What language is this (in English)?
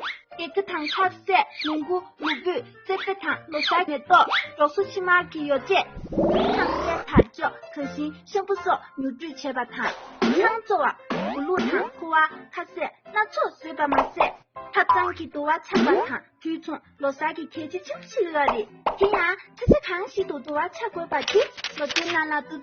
Tibetan